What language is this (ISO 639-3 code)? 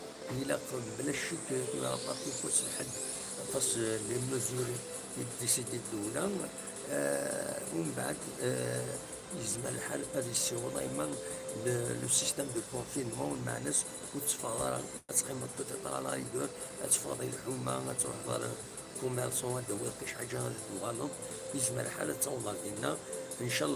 kab